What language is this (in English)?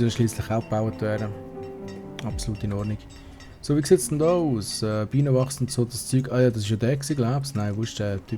Swiss German